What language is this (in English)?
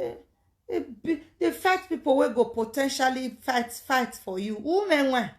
Nigerian Pidgin